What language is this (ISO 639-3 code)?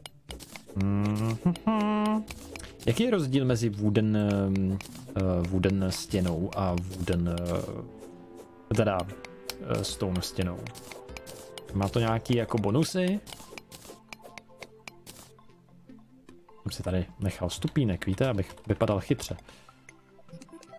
ces